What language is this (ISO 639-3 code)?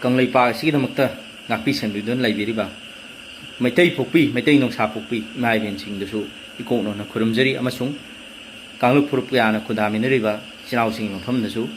mni